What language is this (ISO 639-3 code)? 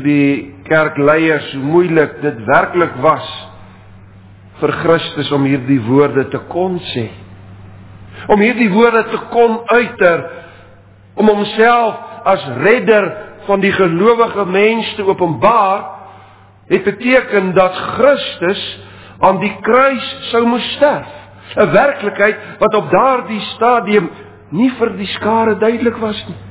afr